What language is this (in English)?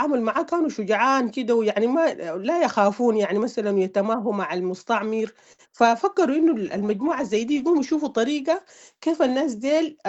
Sudanese Arabic